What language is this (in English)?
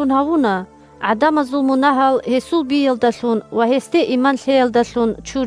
Avaric